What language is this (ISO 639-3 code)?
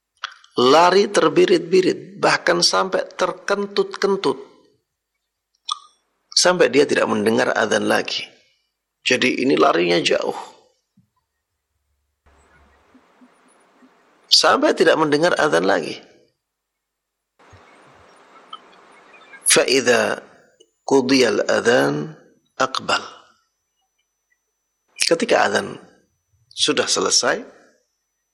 ind